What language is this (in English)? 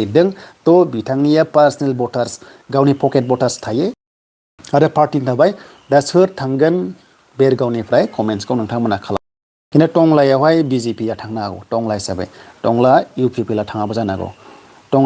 Bodo